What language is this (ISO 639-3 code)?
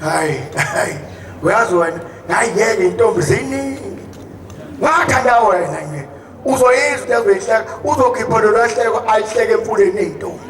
zul